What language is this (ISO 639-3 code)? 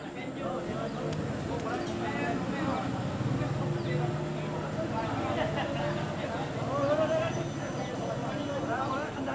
lao